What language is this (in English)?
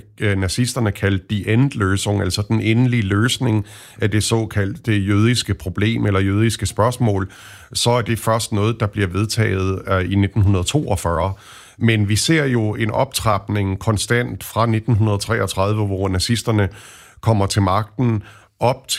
Danish